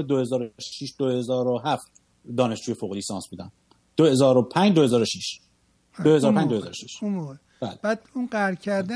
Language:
Persian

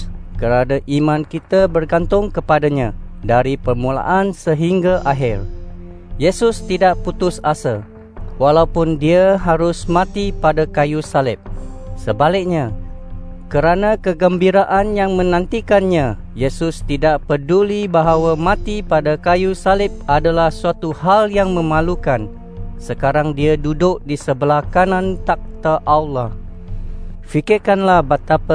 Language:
Malay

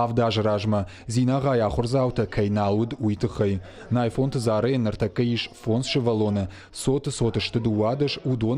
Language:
Ossetic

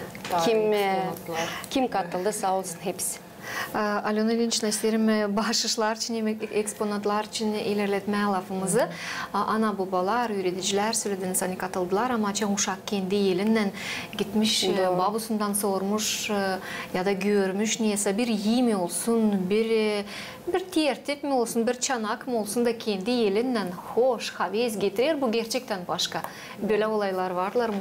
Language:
Gagauz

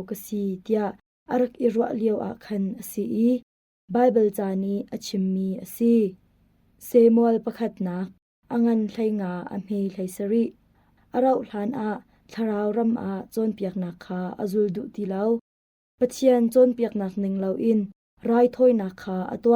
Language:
Hakha Chin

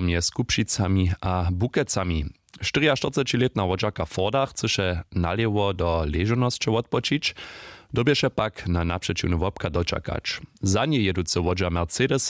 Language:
Upper Sorbian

